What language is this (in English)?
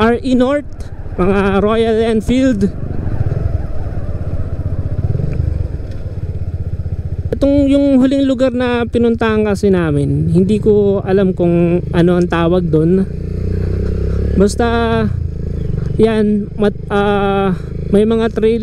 Filipino